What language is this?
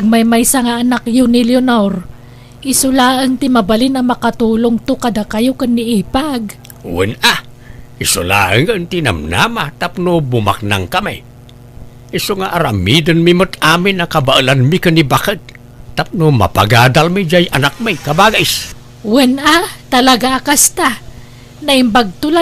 Iloko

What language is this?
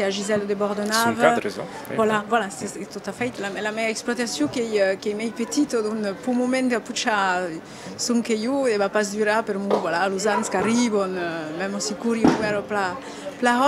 Occitan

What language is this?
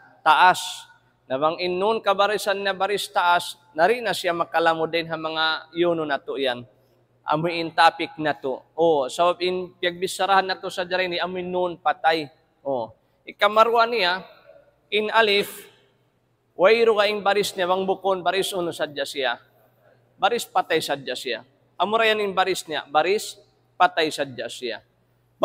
Tausug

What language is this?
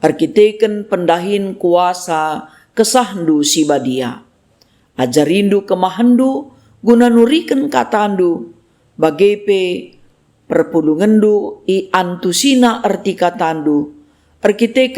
Batak Karo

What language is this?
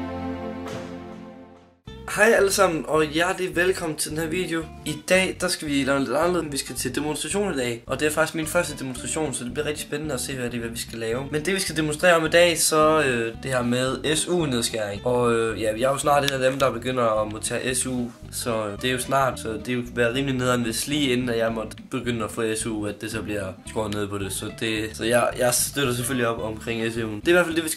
Danish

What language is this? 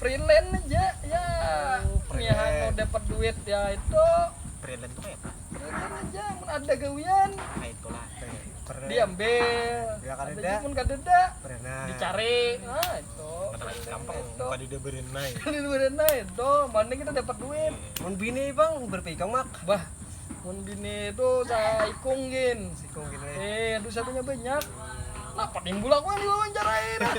Banjar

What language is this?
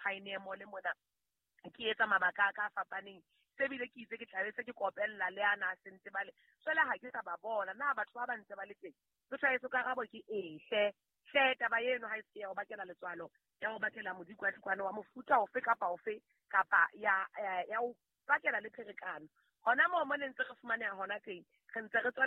Southern Sotho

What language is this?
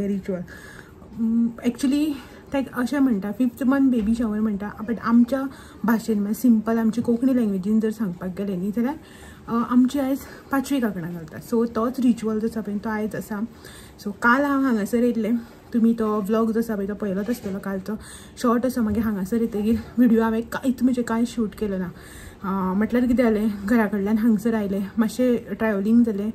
Konkani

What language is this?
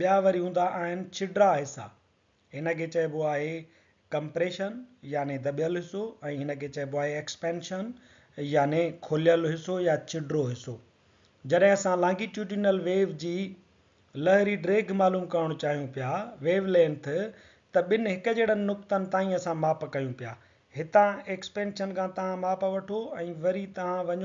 Sindhi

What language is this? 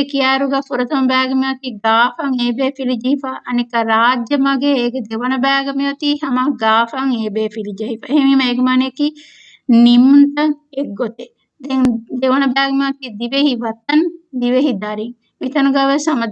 Divehi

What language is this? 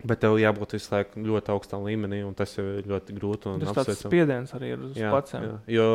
Latvian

